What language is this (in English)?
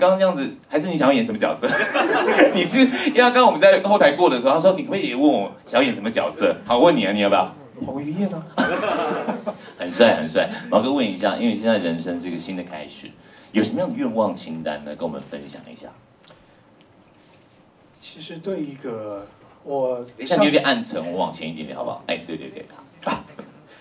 Chinese